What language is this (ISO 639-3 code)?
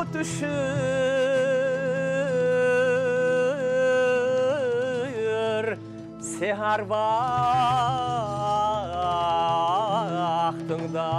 crh